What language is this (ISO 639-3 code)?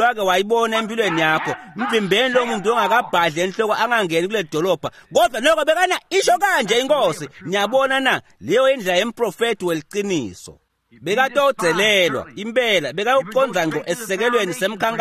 ssw